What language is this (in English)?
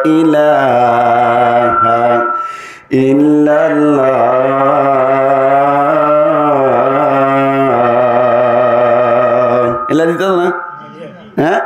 Rohingya